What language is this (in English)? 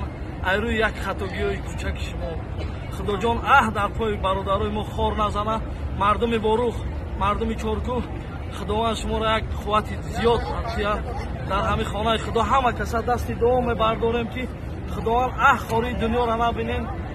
Tajik